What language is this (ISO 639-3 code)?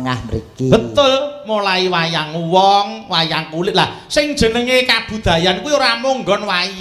jav